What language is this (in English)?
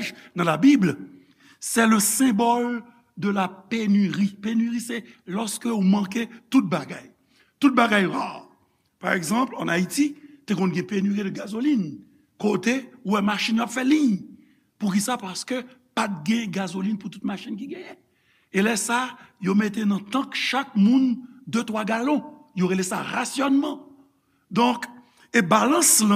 Haitian Creole